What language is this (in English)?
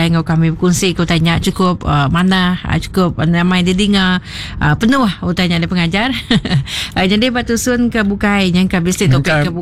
Iban